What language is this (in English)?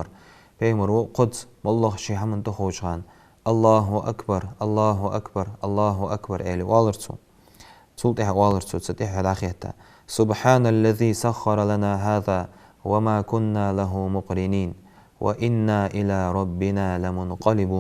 Ingush